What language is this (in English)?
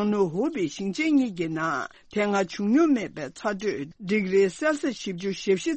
Tibetan